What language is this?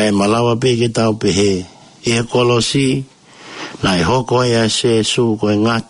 Tongan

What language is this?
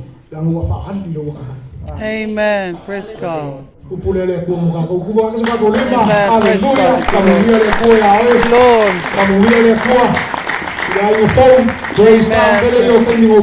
Samoan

